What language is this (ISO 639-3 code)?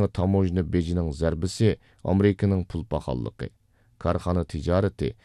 uig